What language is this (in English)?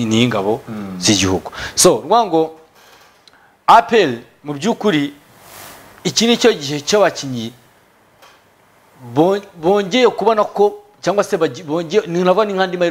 Kinyarwanda